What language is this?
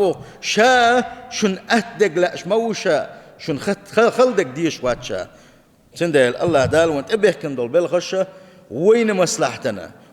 Chechen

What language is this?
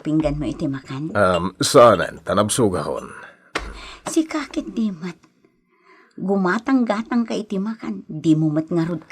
Iloko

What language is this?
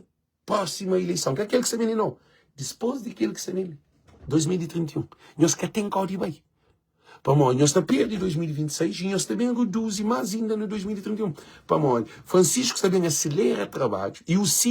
Kabuverdianu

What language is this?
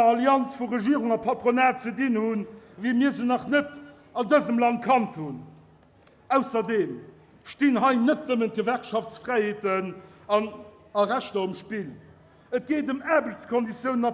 Luxembourgish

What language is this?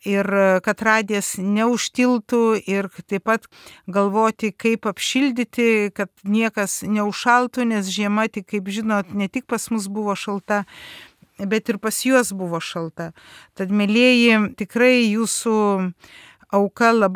Lithuanian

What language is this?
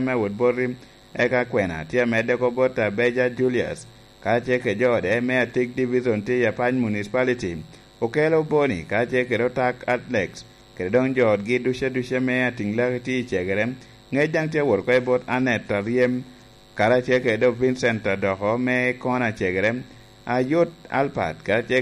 Lango (Uganda)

